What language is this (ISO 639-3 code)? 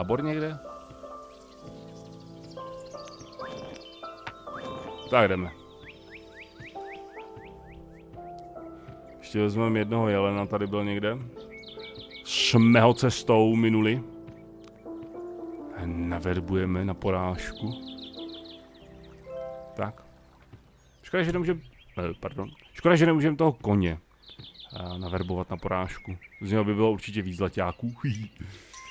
ces